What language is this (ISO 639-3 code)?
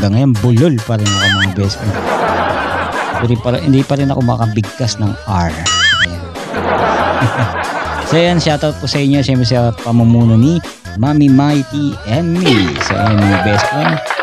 fil